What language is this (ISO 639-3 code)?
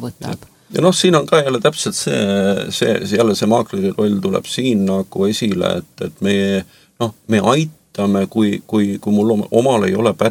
est